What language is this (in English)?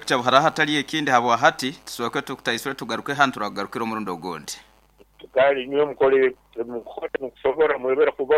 Nyoro